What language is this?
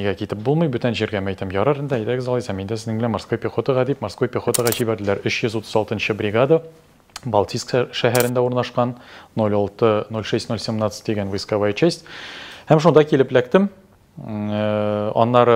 Tatar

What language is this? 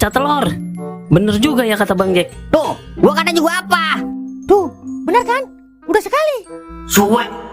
Betawi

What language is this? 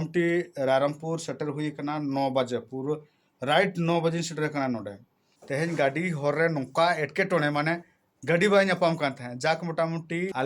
Santali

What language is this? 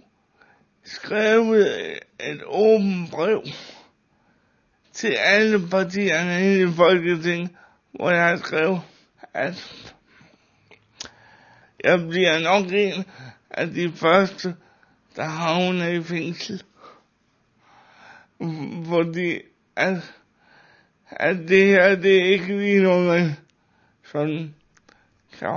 Danish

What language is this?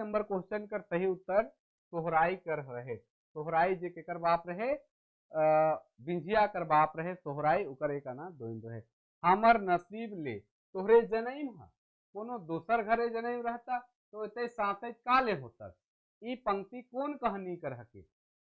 Sadri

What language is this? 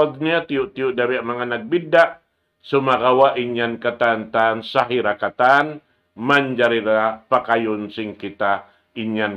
Tausug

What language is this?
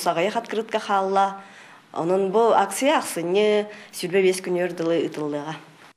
Yakut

